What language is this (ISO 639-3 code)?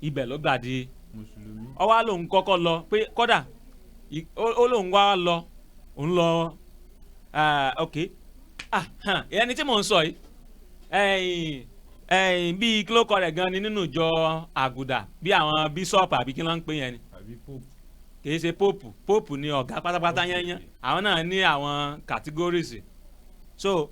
yor